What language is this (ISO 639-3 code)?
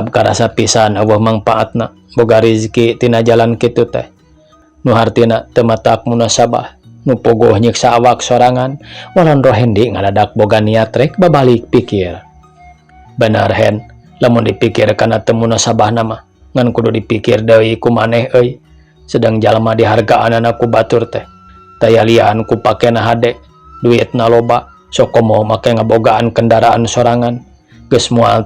sun